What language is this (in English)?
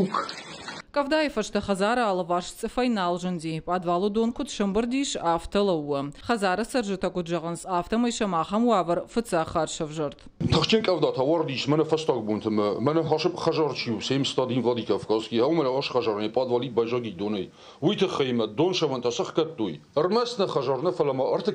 Ossetic